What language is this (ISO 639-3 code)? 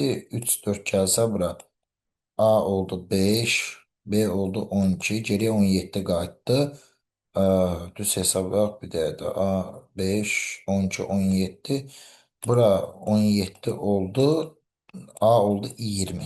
aze